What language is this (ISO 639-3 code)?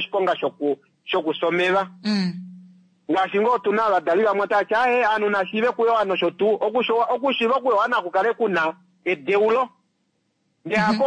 kua